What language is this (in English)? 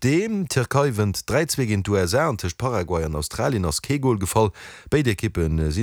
Luxembourgish